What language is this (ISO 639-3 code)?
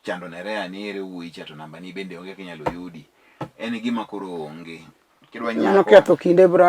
luo